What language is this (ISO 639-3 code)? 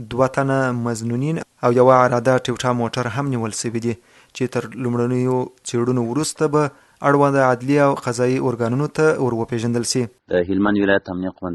pus